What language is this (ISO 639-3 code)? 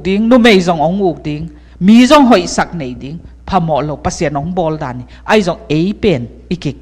ctd